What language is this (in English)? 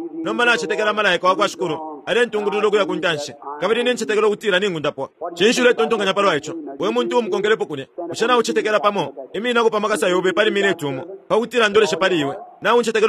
Bemba